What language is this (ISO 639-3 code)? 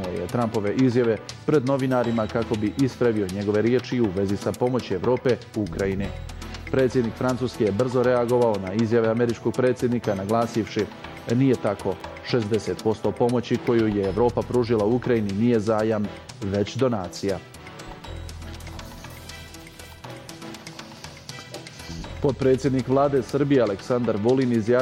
bos